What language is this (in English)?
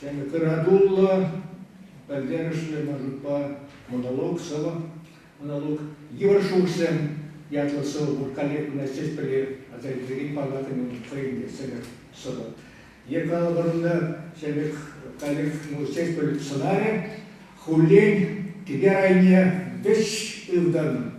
Chuvash